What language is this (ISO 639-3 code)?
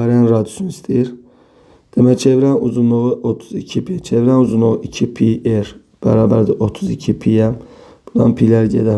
aze